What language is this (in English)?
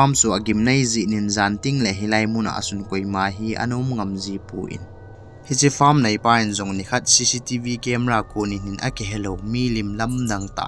Thado Chin